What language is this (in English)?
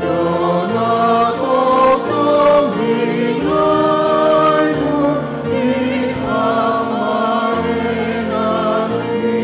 Batak Toba